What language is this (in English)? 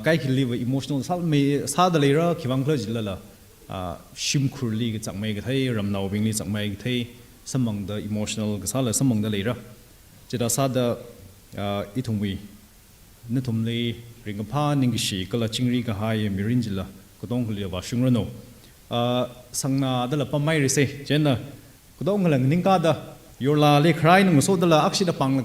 Tangkhul Naga (India)